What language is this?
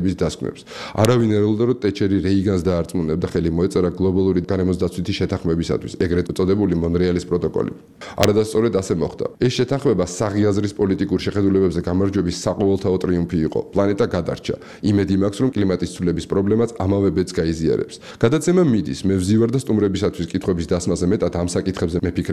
Georgian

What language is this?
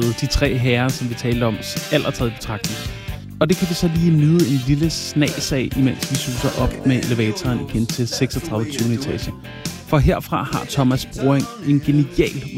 Danish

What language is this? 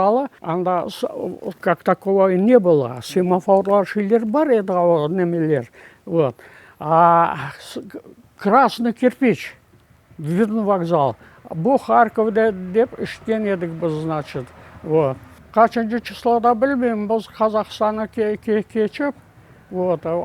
Crimean Tatar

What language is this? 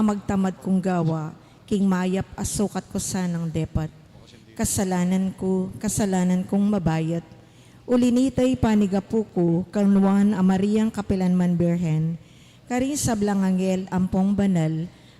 Pampanga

